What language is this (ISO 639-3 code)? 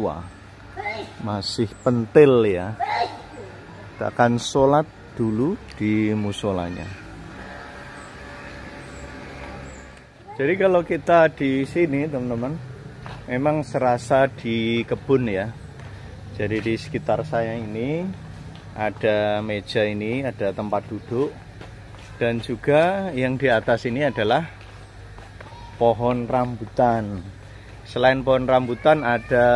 ind